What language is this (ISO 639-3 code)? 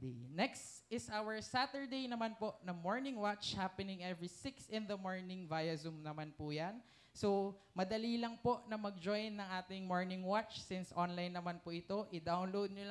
fil